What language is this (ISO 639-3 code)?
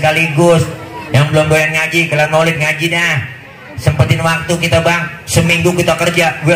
bew